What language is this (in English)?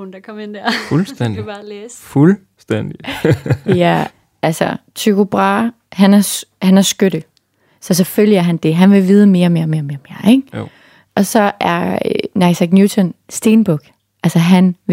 Danish